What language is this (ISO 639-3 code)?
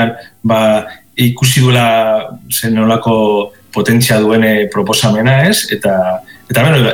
eus